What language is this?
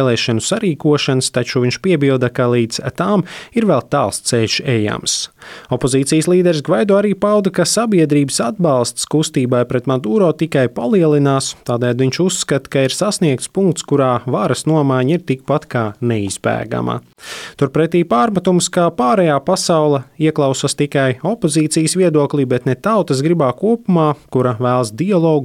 Latvian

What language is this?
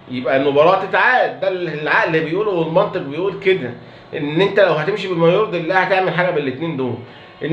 Egyptian Arabic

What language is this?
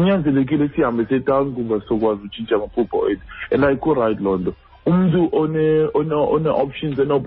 Xhosa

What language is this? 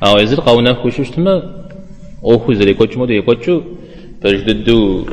Kabardian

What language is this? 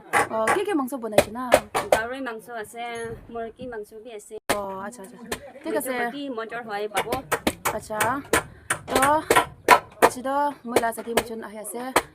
Naga Pidgin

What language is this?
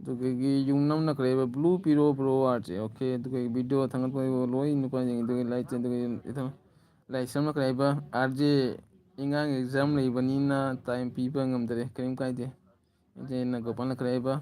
Manipuri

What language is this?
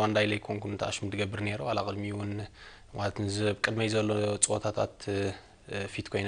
Tigrinya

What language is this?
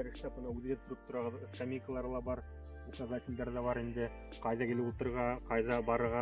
Bashkir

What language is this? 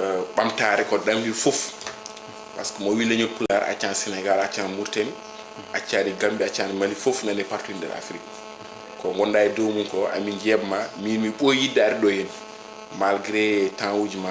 Fula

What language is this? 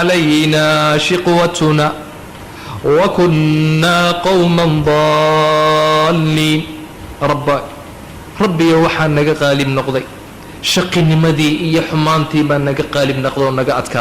Somali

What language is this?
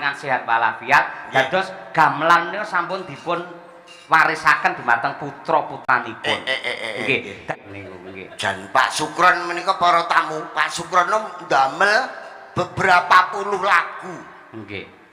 Javanese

